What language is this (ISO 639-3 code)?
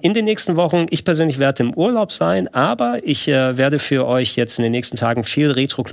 deu